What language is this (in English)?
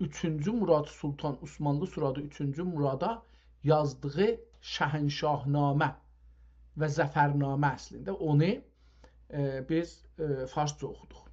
South Azerbaijani